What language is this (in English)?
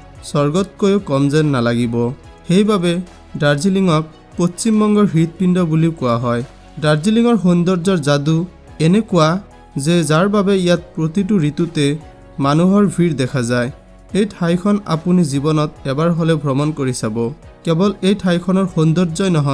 Assamese